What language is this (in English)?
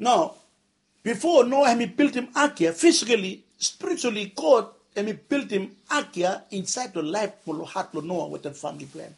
Bislama